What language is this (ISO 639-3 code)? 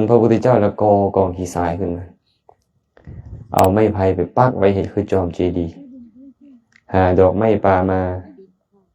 lao